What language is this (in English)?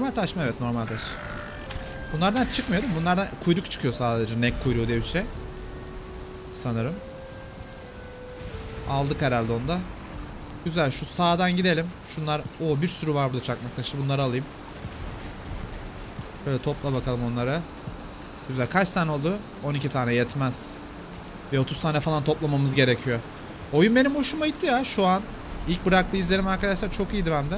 Turkish